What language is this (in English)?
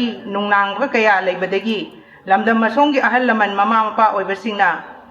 Manipuri